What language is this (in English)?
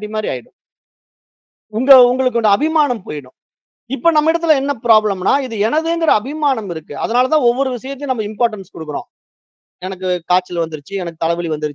Tamil